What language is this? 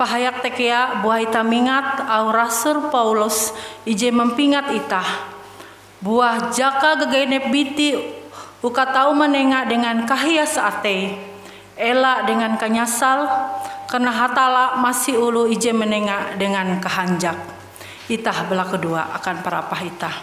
Ngaju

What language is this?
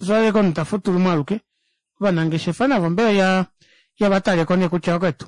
Kuanyama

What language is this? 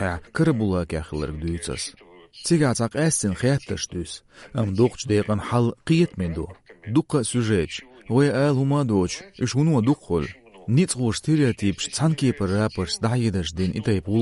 Chechen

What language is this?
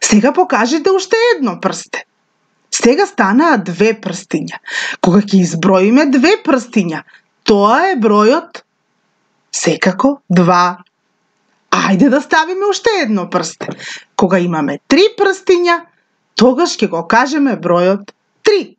Macedonian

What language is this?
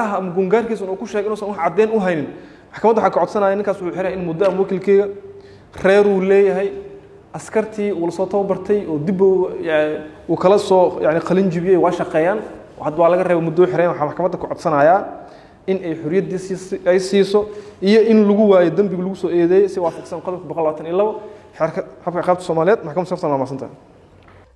Somali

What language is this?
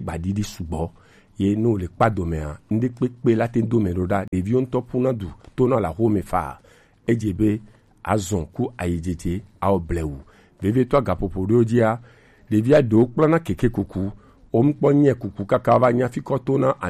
Gen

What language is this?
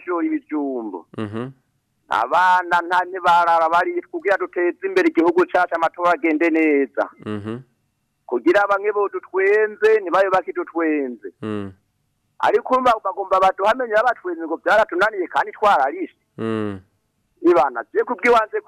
Rundi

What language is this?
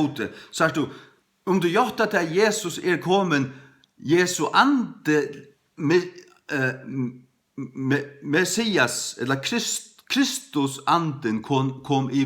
Faroese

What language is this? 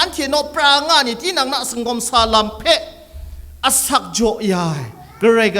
Kachin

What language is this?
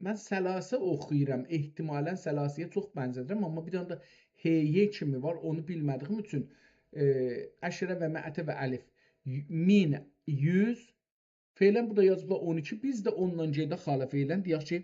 South Azerbaijani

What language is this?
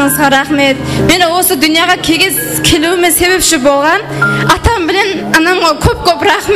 Kara-Kalpak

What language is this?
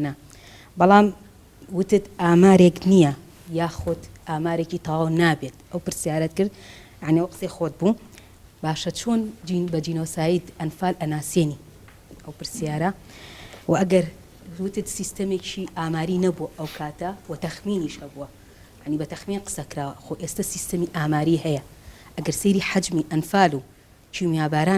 Central Kurdish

